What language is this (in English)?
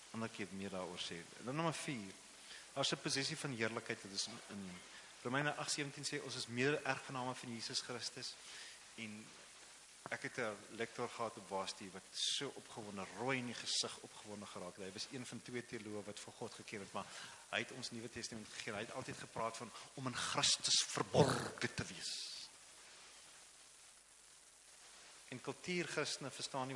Afrikaans